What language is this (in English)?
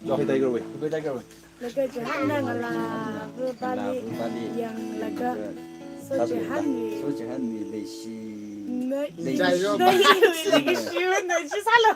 Tangkhul Naga (India)